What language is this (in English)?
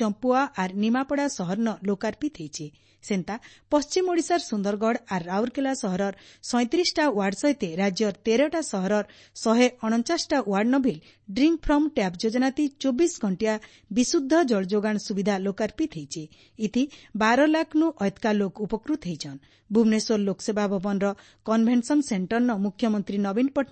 Odia